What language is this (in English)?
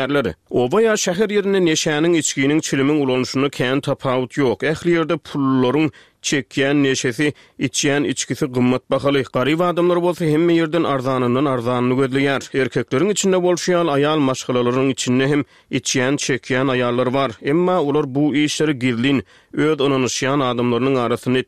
Turkmen